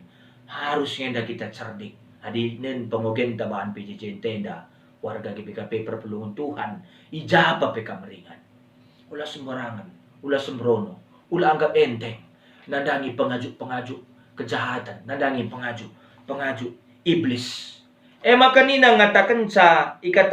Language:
Batak Karo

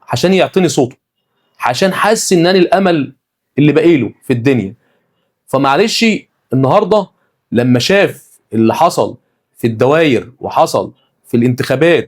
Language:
Egyptian Arabic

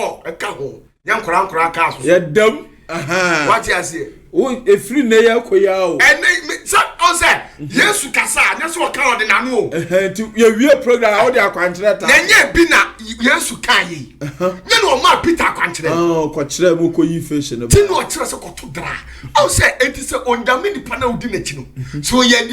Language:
Akan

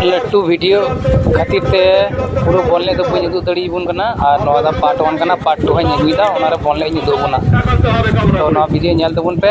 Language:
Santali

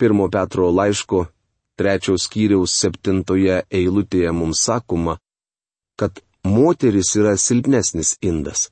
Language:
Lithuanian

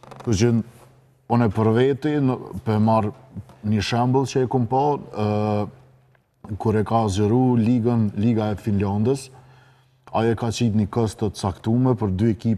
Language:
Albanian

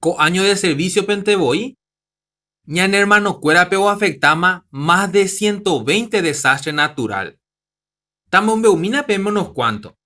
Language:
Guarani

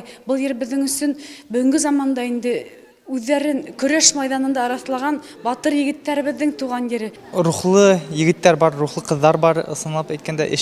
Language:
Bashkir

